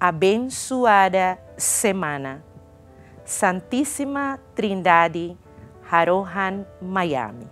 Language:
Tetum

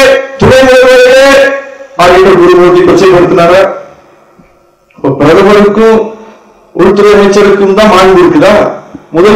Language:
Tamil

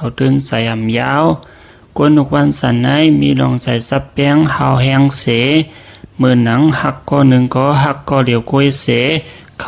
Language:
Shan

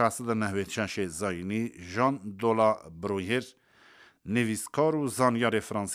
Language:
Kurdish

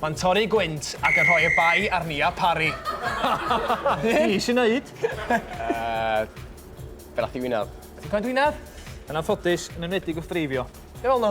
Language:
Welsh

